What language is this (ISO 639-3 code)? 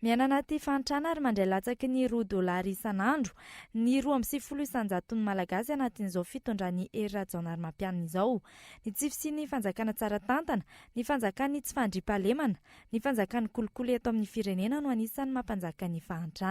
mlg